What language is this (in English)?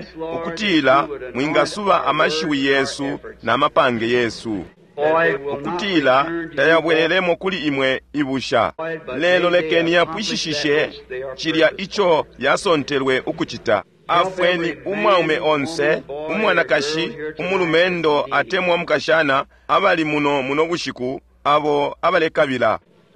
Bemba